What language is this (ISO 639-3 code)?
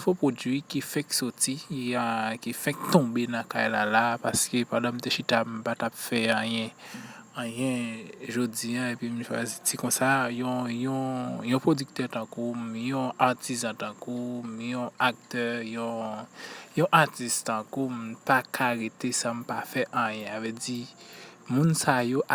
hat